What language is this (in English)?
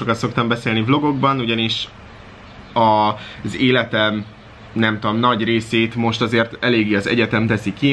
Hungarian